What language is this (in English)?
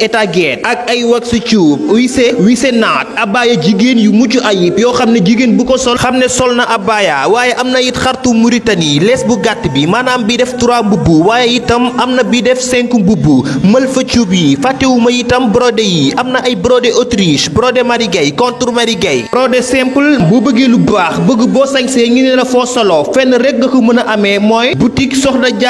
Wolof